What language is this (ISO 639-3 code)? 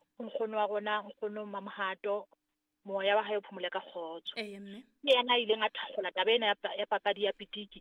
sot